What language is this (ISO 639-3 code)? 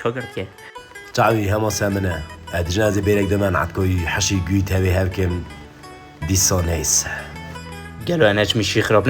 kur